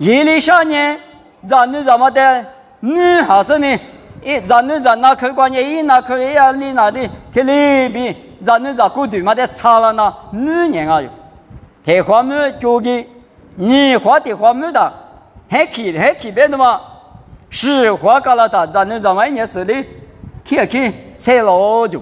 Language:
Lisu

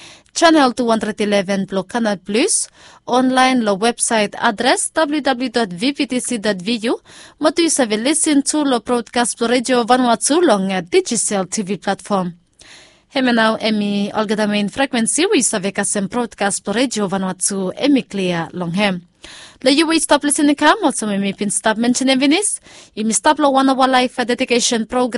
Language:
Bislama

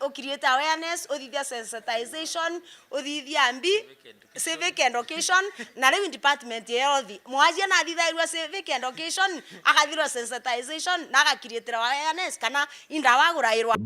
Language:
Meru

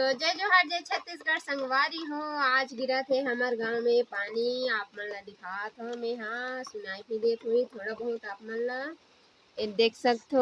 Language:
Chhattisgarhi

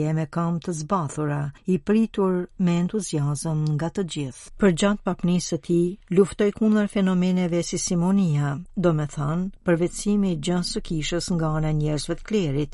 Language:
Albanian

